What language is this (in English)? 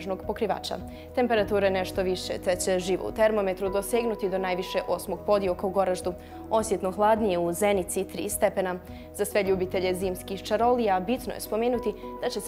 Bosnian